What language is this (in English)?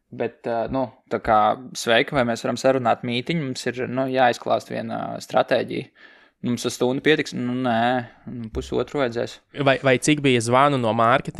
Latvian